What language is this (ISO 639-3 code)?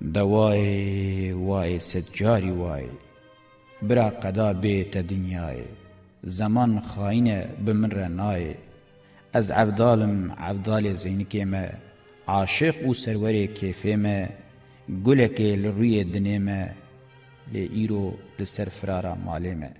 kur